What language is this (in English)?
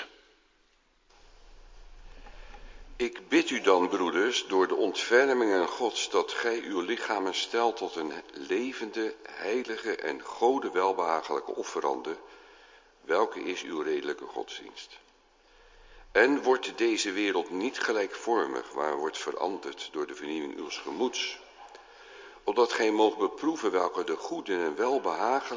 Dutch